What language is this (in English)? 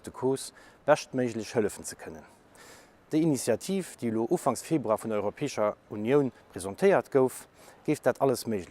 Luxembourgish